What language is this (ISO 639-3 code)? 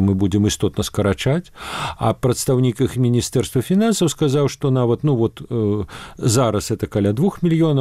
bel